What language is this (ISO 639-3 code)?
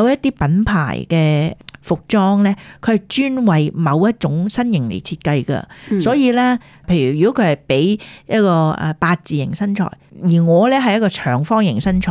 yue